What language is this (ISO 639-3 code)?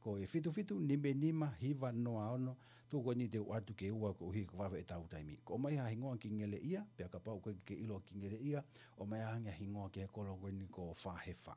ton